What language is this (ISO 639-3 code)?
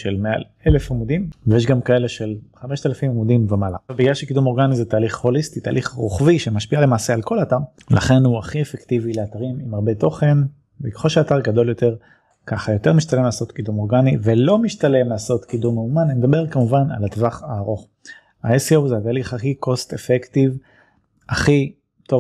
heb